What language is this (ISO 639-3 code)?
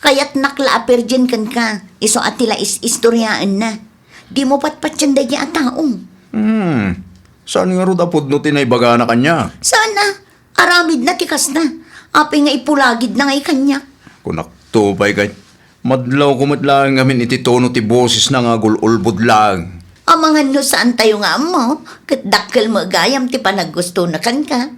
ilo